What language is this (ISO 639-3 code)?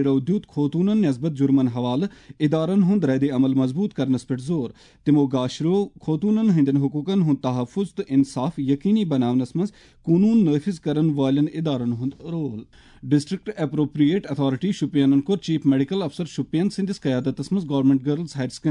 kas